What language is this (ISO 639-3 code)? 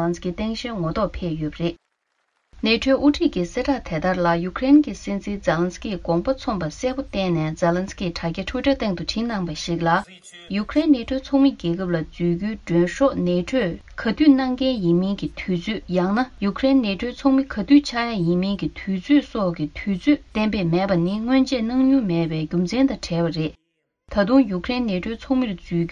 bod